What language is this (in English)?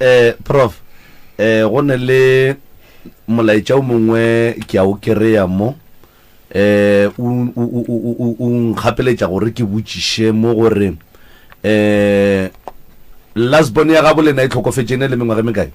Northern Sotho